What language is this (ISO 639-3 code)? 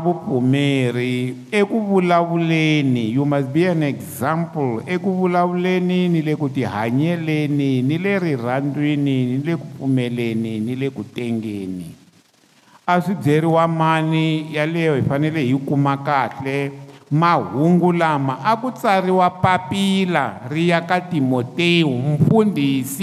tso